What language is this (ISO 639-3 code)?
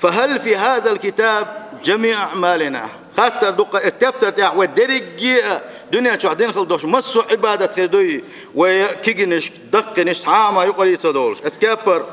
che